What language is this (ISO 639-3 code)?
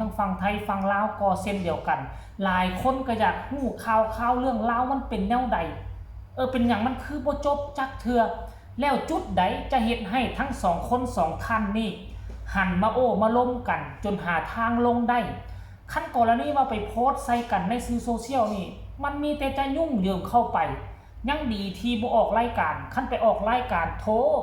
lao